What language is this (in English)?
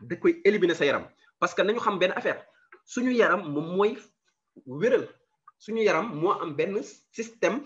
Wolof